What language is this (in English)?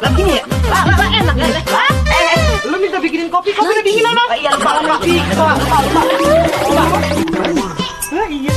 Betawi